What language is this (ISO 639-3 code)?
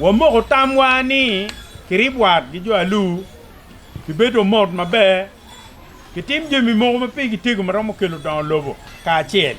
ach